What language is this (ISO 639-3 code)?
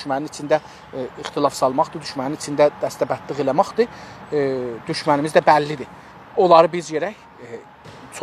azb